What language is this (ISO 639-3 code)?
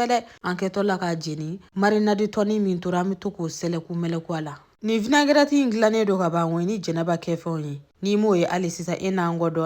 bam